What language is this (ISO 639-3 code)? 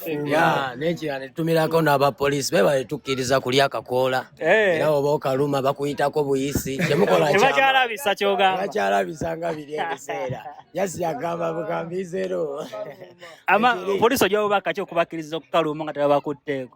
lug